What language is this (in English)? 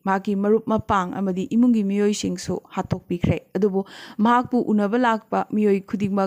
Manipuri